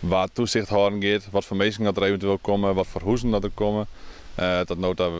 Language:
Western Frisian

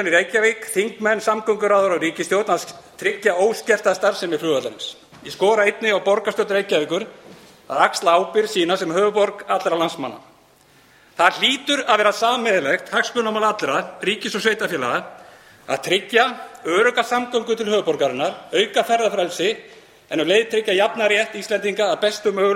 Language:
Icelandic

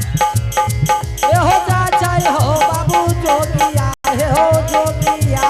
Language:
Angika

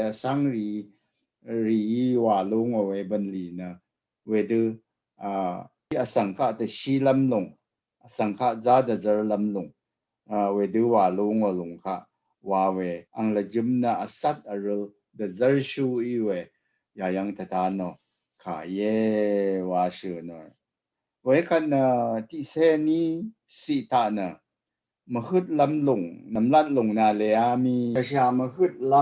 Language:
Rawang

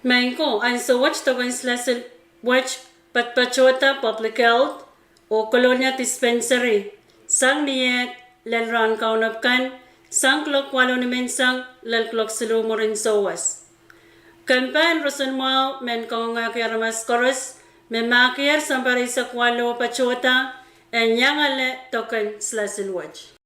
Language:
Pohnpeian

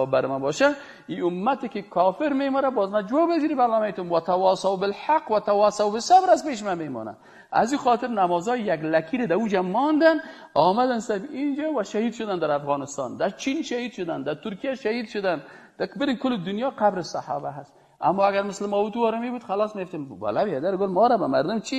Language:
Persian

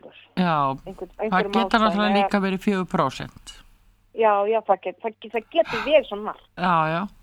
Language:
Icelandic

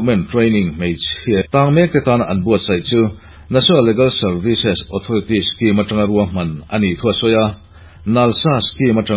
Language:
Mizo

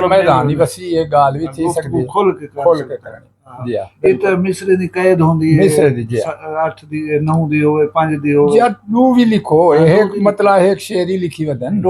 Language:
Saraiki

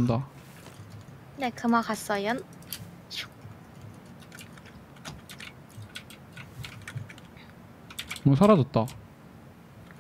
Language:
Korean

